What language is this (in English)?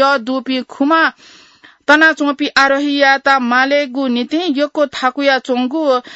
Newari